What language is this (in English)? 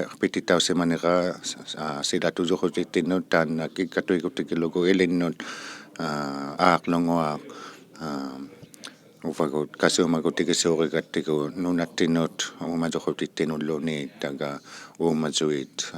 Inuktitut